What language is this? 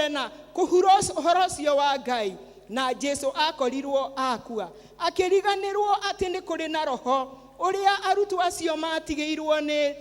Kikuyu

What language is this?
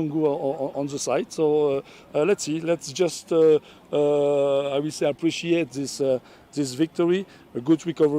Kamba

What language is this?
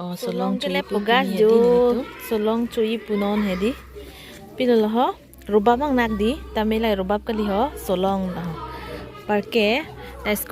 Karbi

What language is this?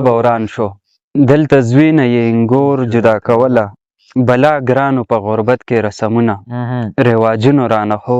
Pashto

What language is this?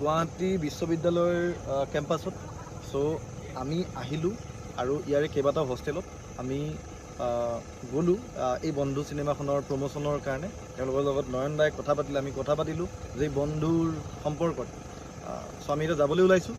Assamese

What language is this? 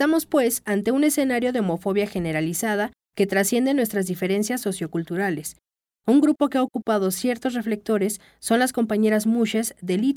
Spanish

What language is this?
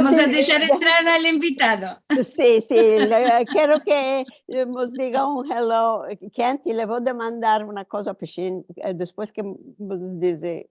Ladino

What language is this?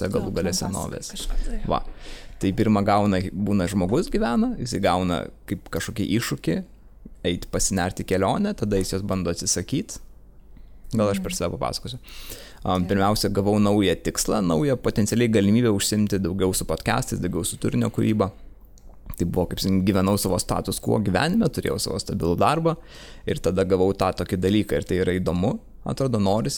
Lithuanian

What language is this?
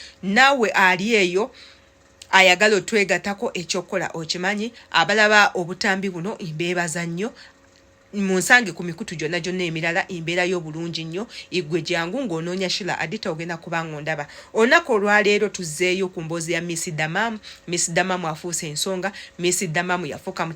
Ganda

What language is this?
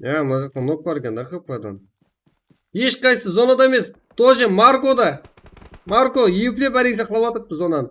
Kara-Kalpak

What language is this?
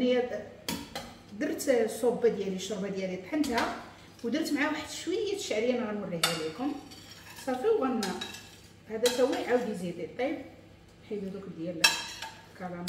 Moroccan Arabic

